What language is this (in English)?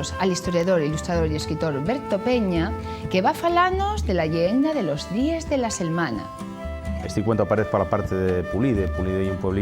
Asturian